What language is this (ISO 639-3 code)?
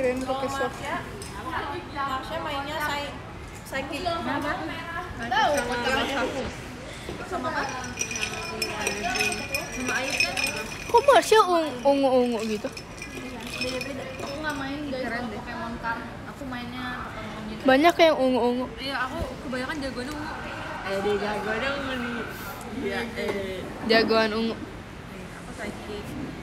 ind